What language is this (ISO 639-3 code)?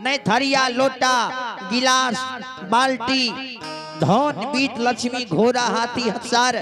mai